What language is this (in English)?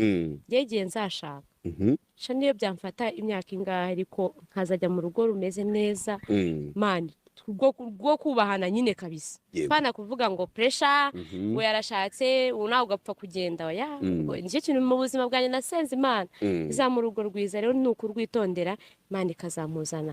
Kinyarwanda